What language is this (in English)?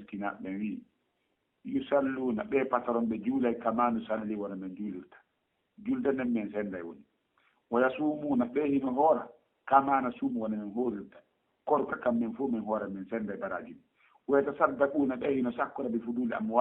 Fula